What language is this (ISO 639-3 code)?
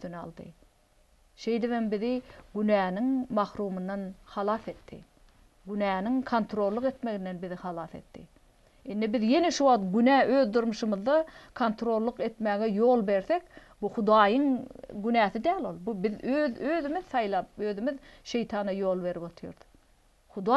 tuk